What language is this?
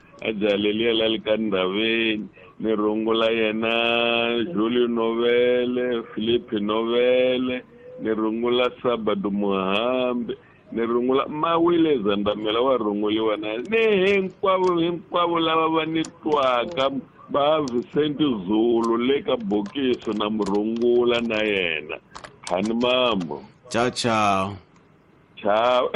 Tsonga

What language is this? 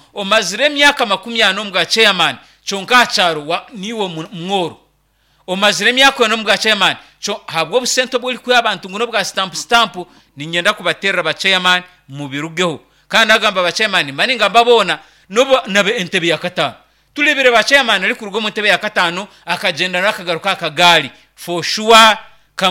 Nyankole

